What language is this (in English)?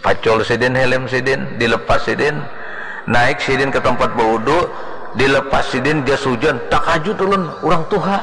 Banjar